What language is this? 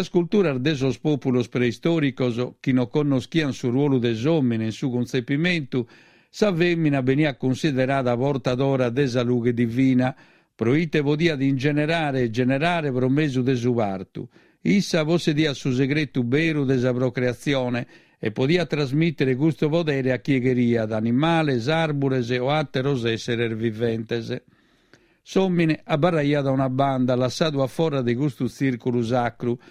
Sardinian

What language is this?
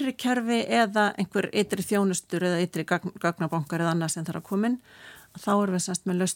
Icelandic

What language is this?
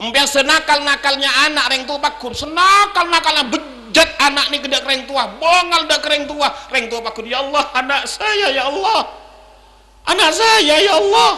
Madurese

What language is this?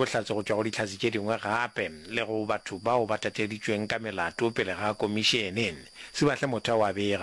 Northern Sotho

